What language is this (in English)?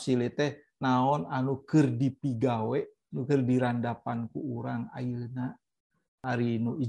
Sundanese